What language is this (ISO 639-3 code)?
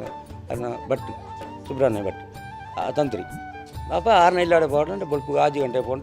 tcy